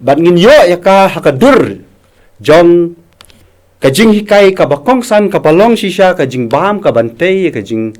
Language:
Khasi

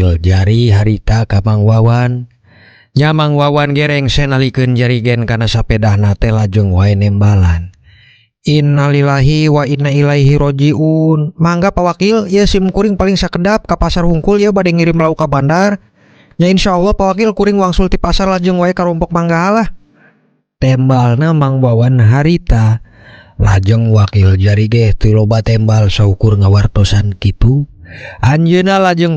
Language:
Sundanese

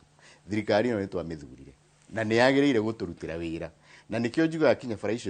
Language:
Kikuyu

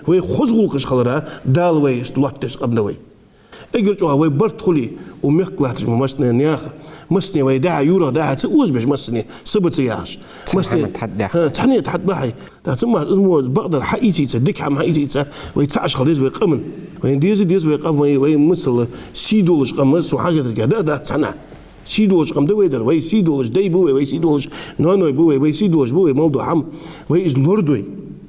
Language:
Ingush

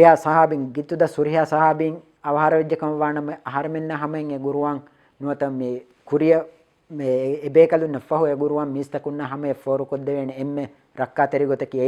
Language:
Divehi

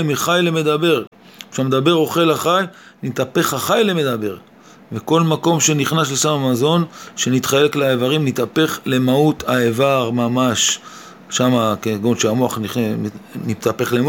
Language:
Hebrew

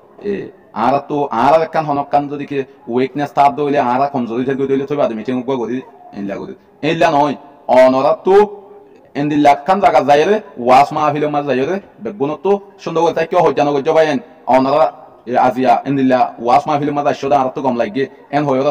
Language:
Rohingya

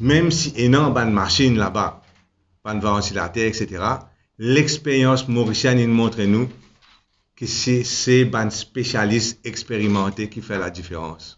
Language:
Morisyen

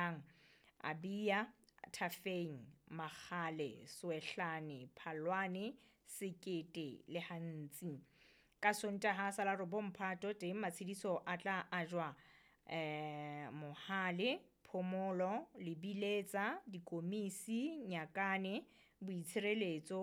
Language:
Southern Sotho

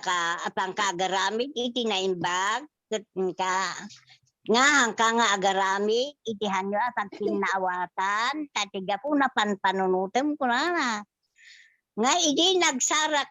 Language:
Iloko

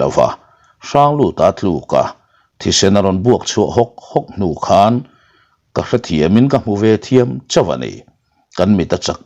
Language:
Mizo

